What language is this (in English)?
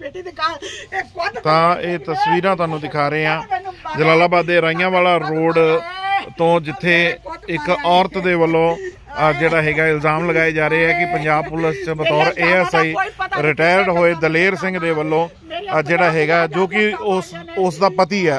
Punjabi